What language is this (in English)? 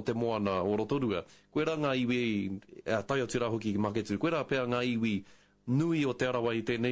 Māori